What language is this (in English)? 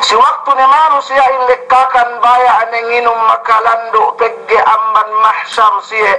Yakan